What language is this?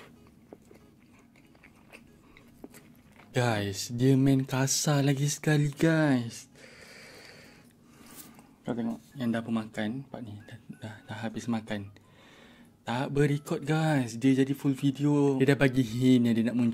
Malay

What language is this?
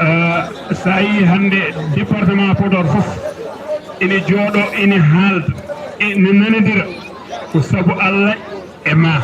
Fula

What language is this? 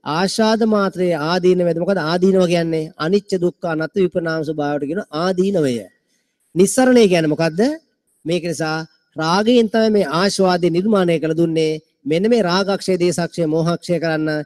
Sinhala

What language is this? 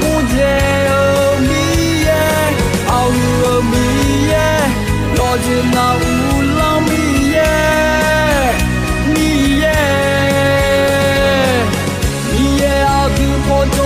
Akha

